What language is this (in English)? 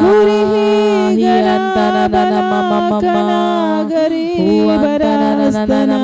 Tem